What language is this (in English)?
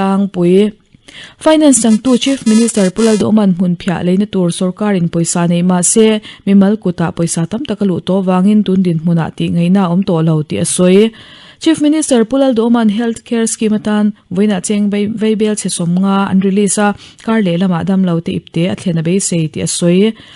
Mizo